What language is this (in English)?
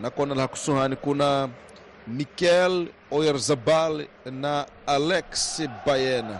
Tsonga